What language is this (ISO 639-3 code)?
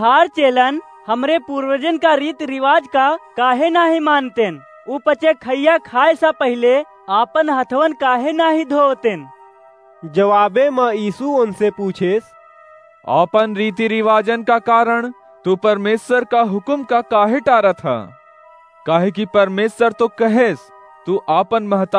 awa